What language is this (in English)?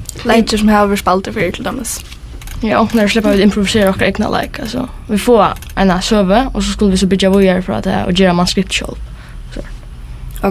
Faroese